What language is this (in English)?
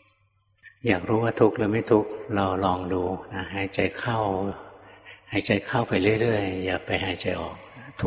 Thai